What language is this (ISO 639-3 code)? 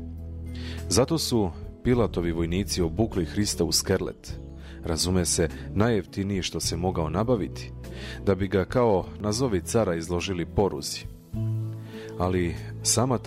srp